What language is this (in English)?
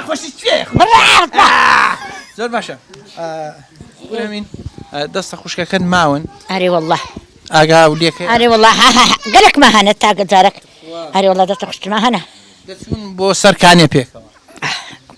Central Kurdish